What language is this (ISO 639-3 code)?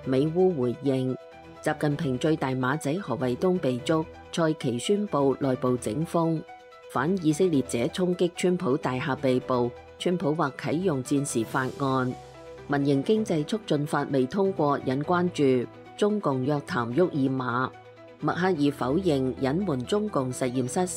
yue